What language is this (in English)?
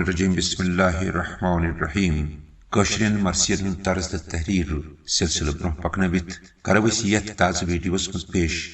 Kashmiri